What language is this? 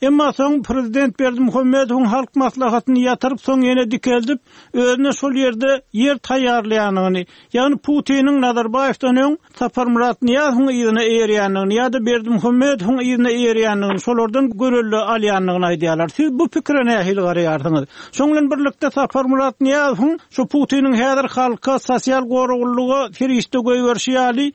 Turkmen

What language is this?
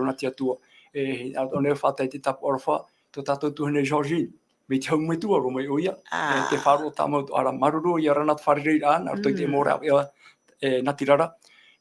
Tahitian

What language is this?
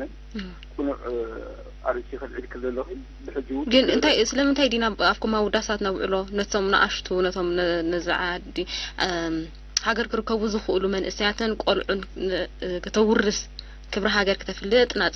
Tigrinya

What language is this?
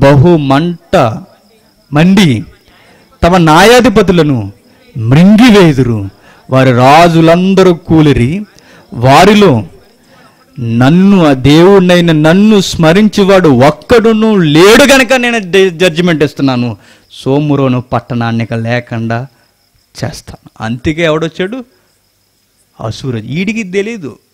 Telugu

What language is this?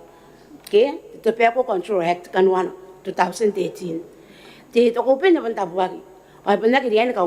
Gilbertese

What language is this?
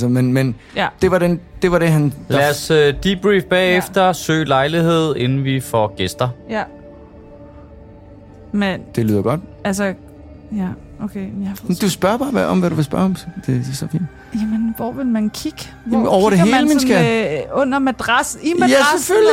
Danish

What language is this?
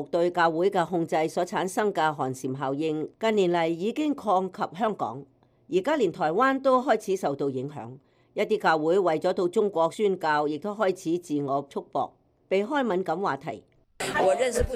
Cantonese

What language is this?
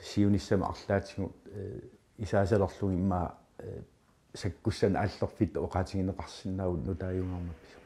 Kalaallisut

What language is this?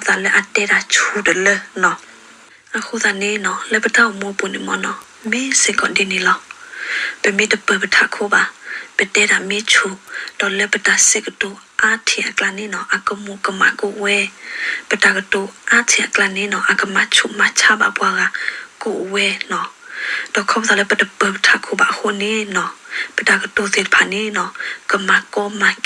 S'gaw Karen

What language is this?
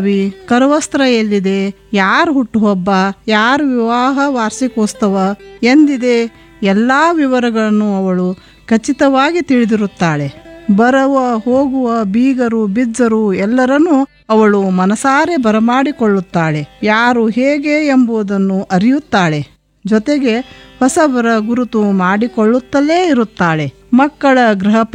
Kannada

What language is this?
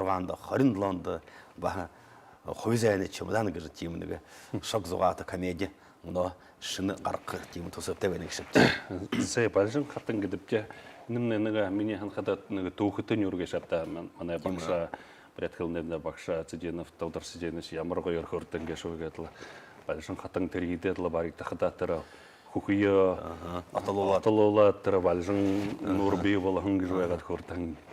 Buriat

